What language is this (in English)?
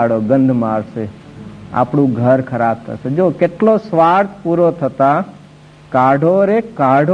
Gujarati